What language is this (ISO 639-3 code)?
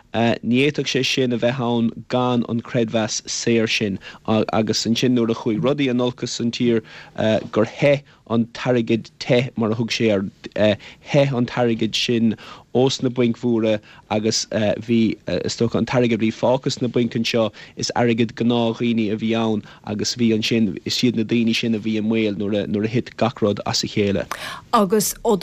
gle